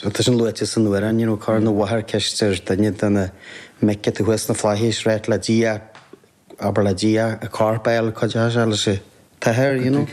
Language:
Irish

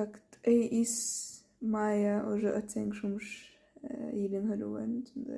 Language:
Chechen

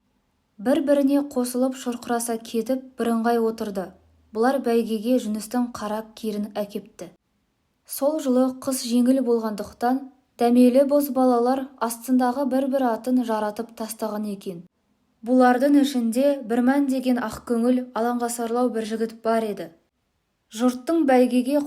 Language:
Kazakh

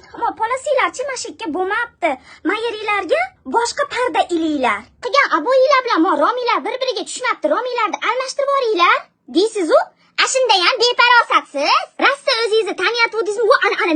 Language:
Uzbek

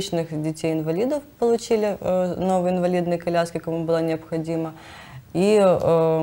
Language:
Russian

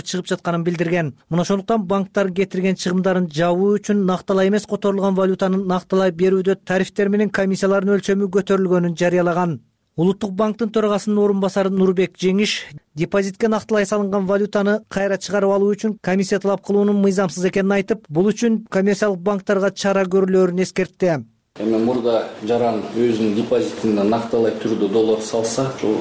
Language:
Kyrgyz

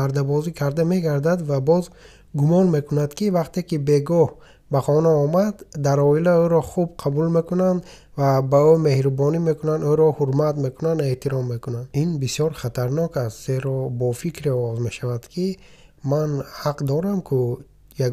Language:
Tajik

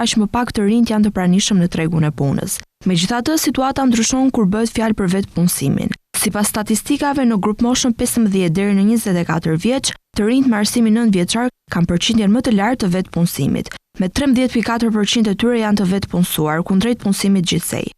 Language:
Albanian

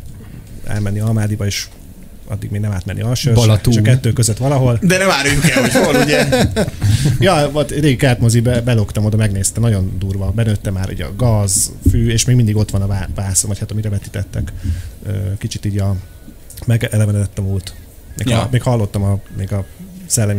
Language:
Hungarian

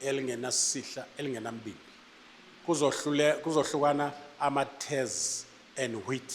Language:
Zulu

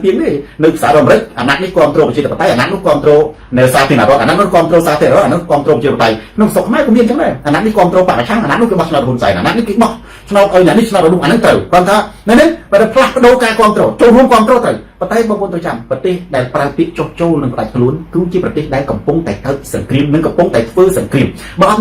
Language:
Khmer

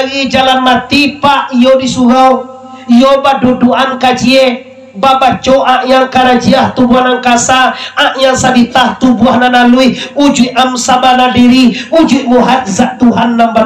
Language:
Minangkabau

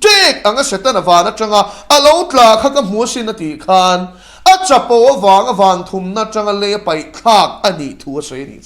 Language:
Mizo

